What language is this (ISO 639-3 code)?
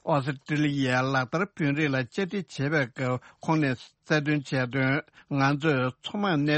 bod